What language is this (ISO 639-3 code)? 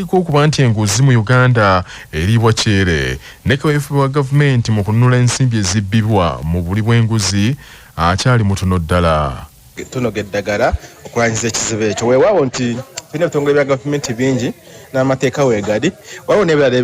lug